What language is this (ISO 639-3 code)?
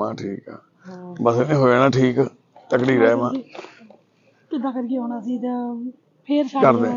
pan